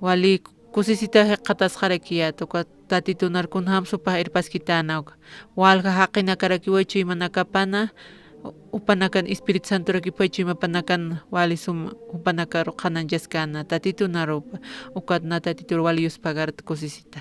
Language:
Aymara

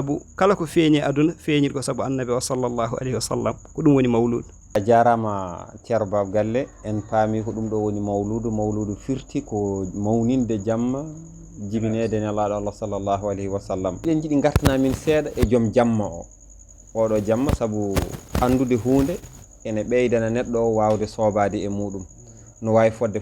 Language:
Fula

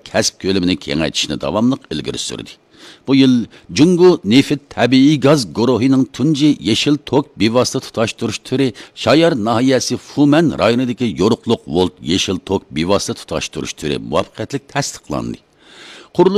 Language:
Uyghur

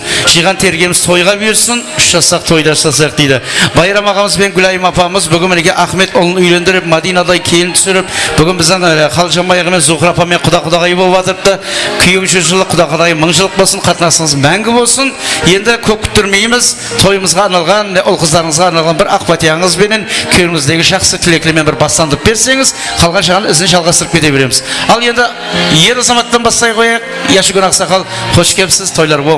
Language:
Kara-Kalpak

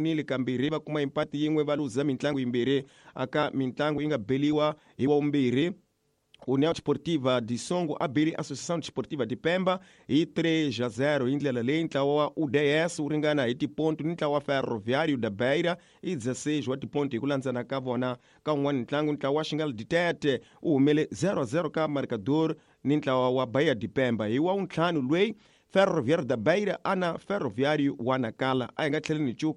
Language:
Tsonga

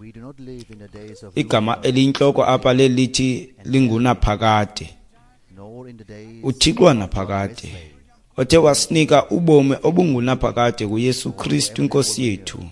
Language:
Xhosa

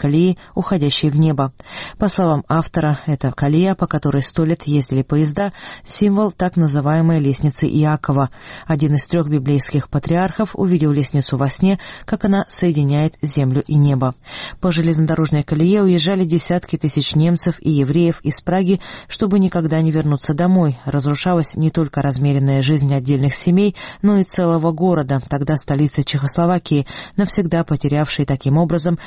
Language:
Russian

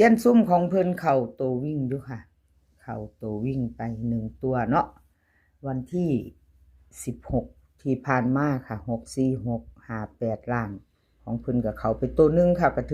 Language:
Northeastern Thai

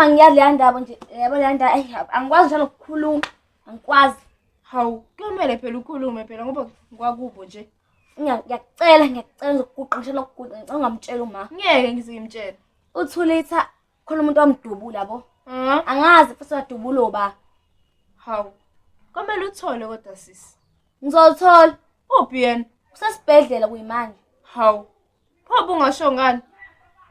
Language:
Zulu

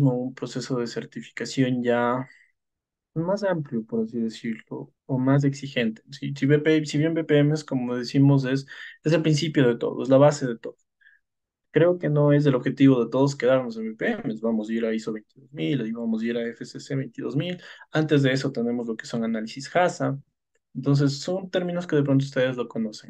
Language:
Spanish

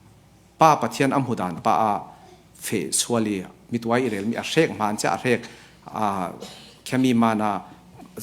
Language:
Falam Chin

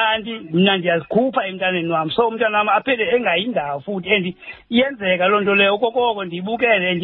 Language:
Xhosa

